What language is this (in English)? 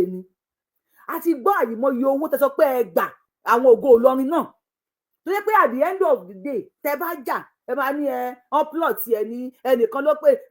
Yoruba